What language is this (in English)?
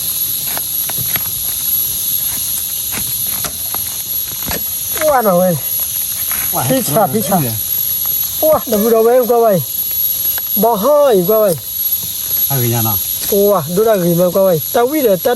S'gaw Karen